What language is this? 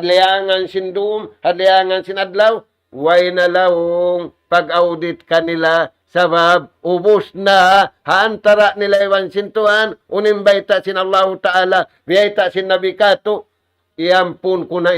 Tausug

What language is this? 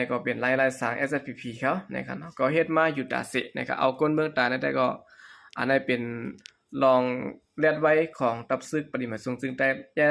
Shan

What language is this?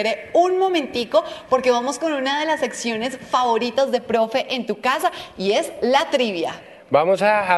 Spanish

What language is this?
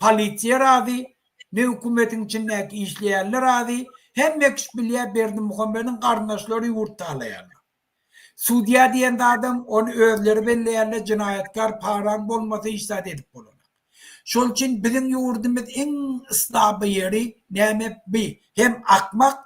Turkmen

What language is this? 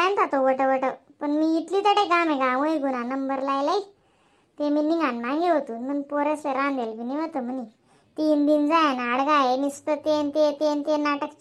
Khandesi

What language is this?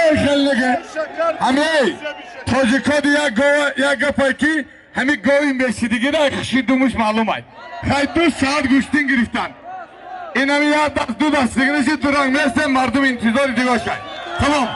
Tajik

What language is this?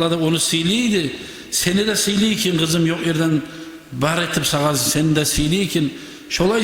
Kumyk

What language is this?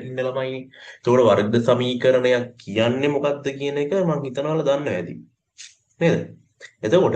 Sinhala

